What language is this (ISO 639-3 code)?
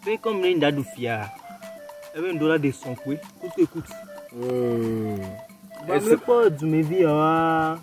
ewe